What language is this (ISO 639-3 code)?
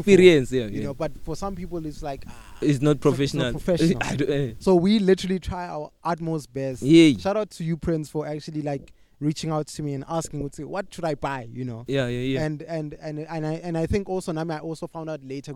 eng